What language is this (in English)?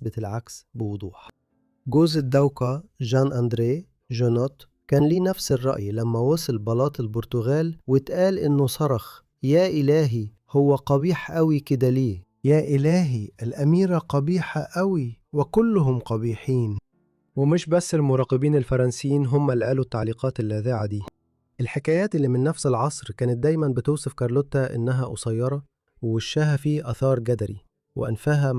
Egyptian Arabic